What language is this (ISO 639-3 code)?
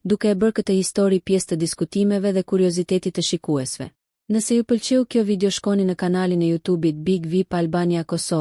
sqi